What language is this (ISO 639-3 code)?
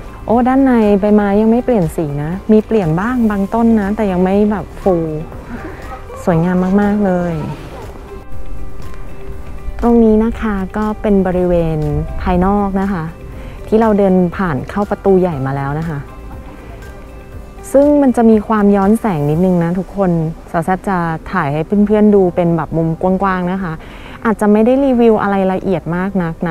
tha